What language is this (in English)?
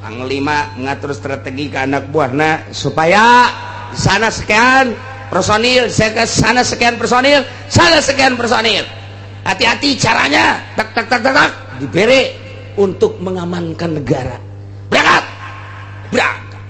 Sundanese